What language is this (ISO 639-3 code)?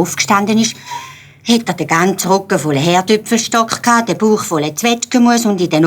gsw